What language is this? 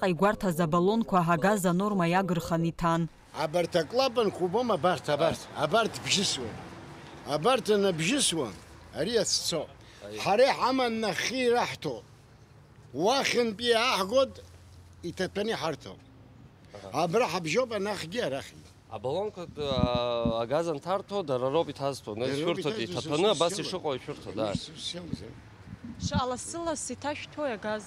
Abkhazian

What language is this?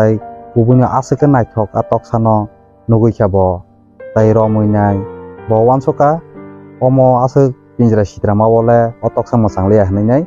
Kok Borok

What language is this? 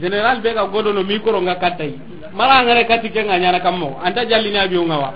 Soninke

